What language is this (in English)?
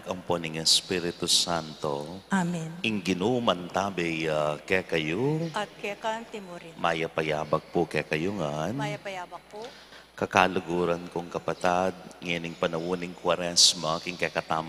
Pampanga